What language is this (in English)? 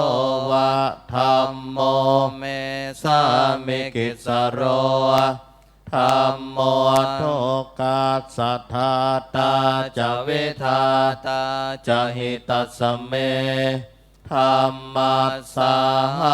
Pali